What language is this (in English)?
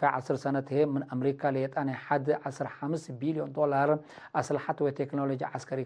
Tigre